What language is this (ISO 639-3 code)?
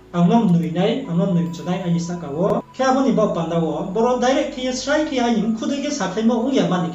ria